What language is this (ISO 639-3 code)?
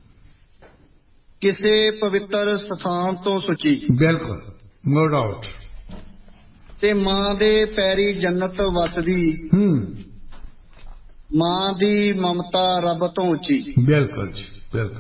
pan